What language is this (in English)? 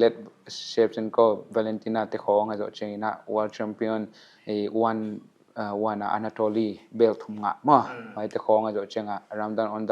Paite Chin